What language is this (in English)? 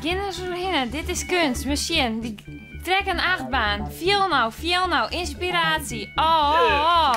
Western Frisian